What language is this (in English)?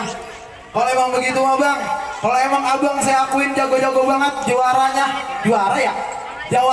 Betawi